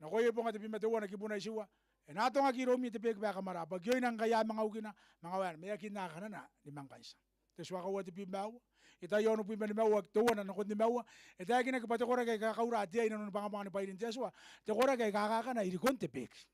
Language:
Gilbertese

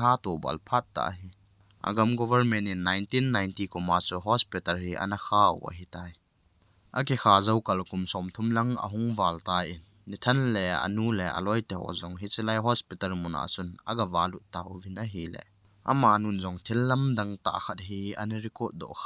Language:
Thado Chin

